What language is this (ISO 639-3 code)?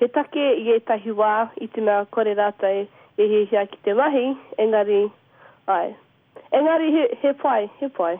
mri